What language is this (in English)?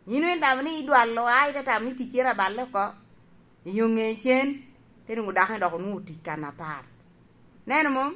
Lango (Uganda)